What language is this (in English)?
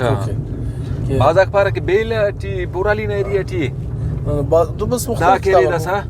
Brahui